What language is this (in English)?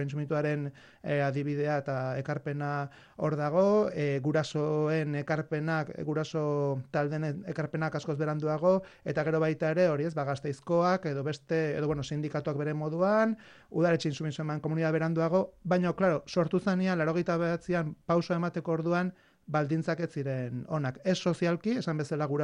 Basque